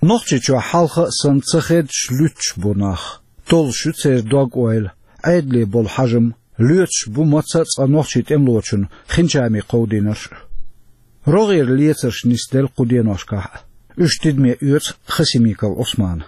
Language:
Chechen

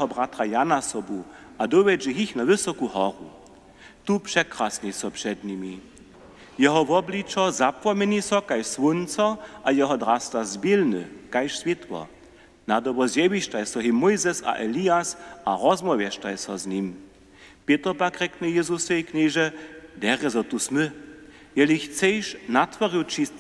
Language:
Upper Sorbian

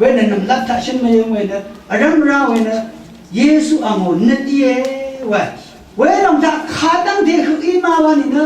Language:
Rawang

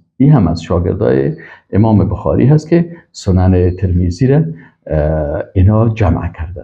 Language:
Persian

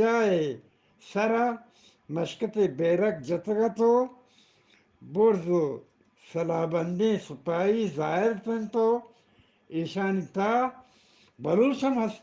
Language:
Eastern Balochi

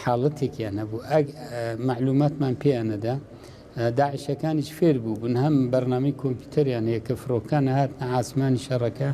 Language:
Central Kurdish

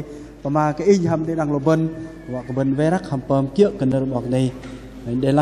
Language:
Bahnar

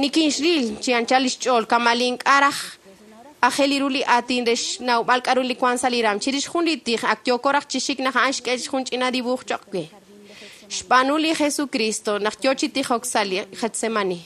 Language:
Kekchí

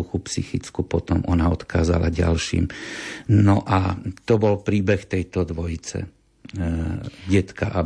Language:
Slovak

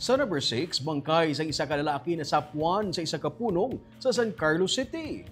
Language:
Hiligaynon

